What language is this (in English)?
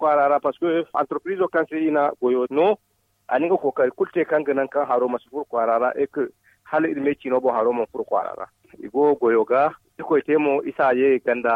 Zarma